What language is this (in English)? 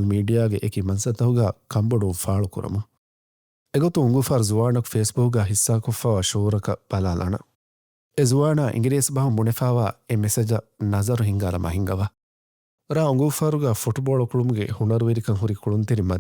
Divehi